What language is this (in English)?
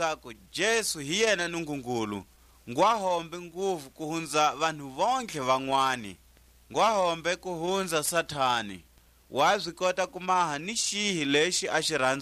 Tswa